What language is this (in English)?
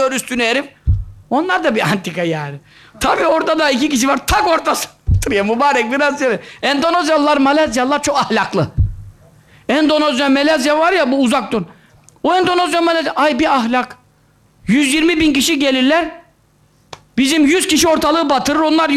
Turkish